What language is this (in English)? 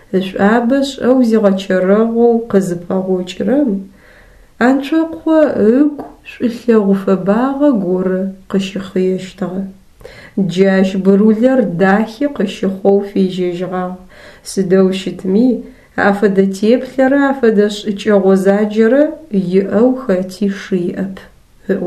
Adyghe